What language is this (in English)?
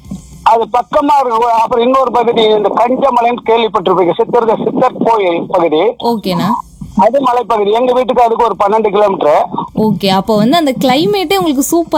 Tamil